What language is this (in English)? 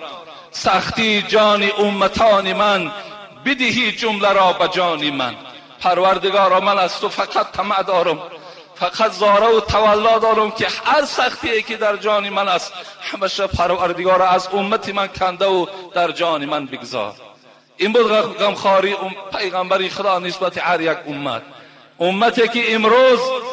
Tajik